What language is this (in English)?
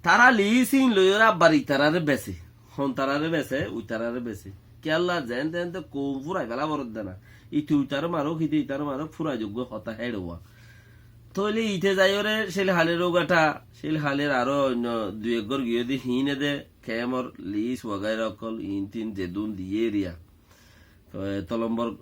Rohingya